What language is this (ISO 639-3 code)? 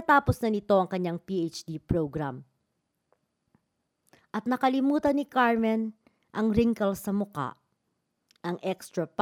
fil